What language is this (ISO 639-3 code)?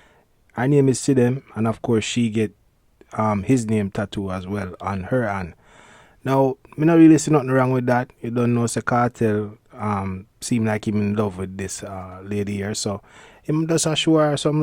jam